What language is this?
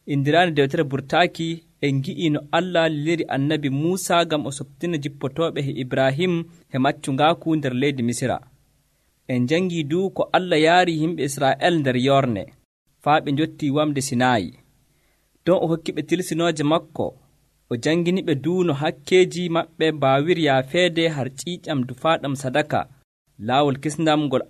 Nigerian Fulfulde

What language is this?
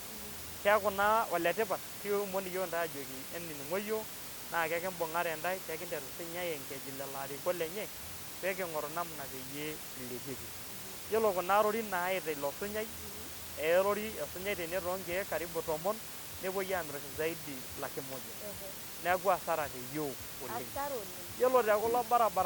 Masai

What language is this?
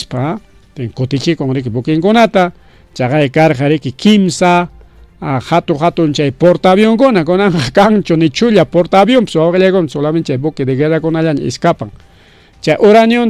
Ayacucho Quechua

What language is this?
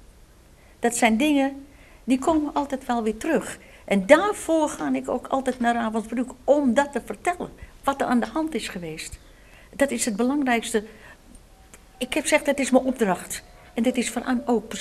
Dutch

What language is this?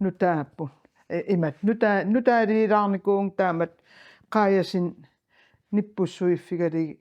Kalaallisut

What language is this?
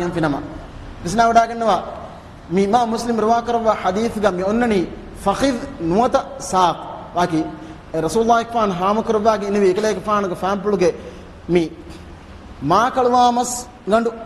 Divehi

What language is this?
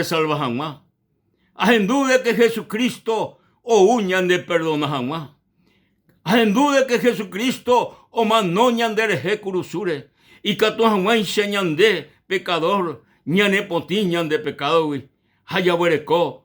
Guarani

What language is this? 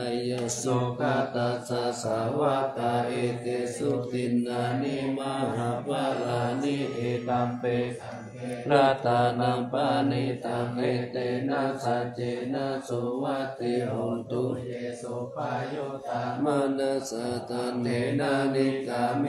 Pali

